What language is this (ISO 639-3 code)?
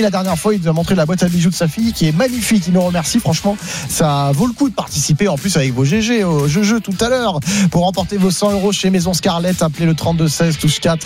fra